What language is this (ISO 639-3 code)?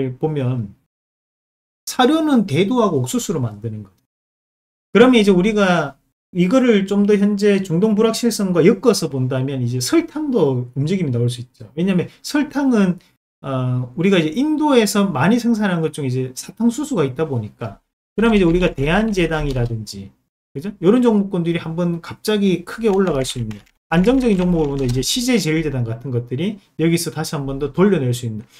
kor